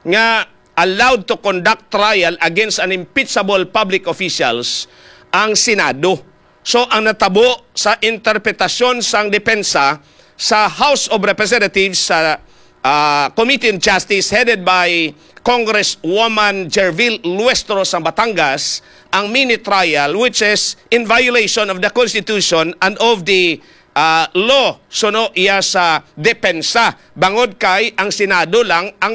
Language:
Hiligaynon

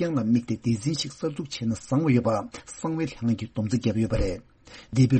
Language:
Tibetan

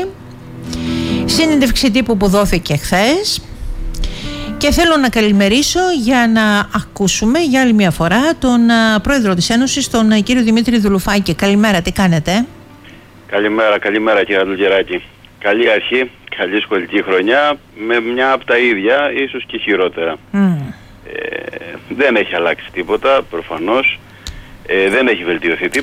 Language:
Greek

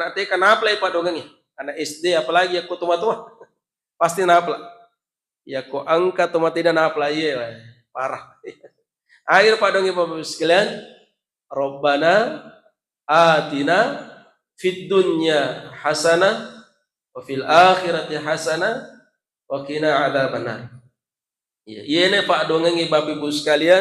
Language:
Buginese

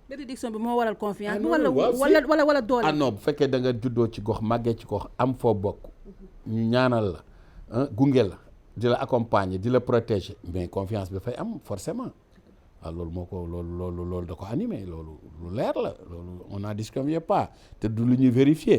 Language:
Wolof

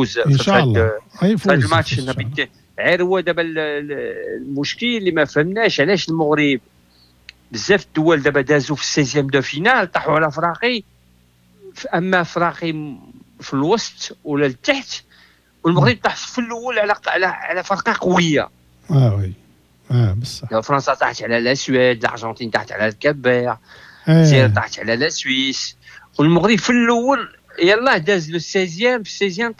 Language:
Moroccan Arabic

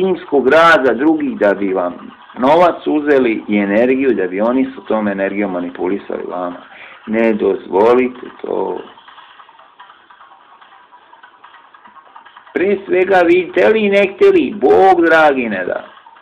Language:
Serbian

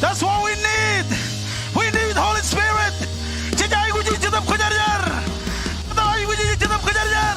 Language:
Marshallese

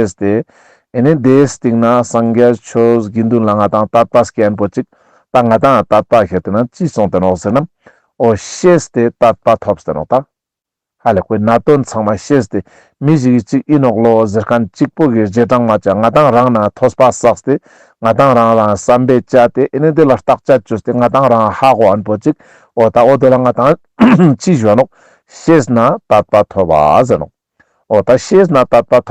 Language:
Ladakhi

